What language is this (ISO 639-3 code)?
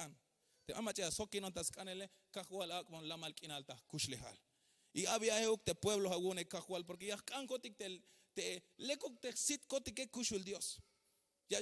tzh